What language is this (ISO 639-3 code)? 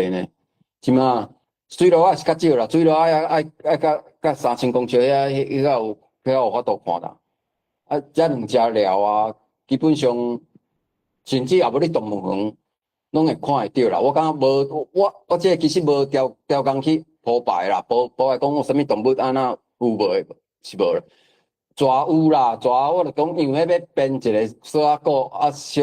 nan